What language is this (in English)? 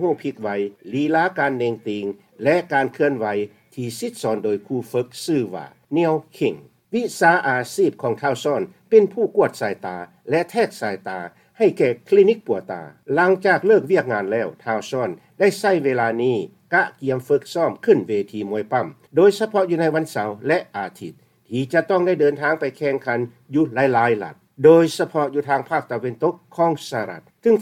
Lao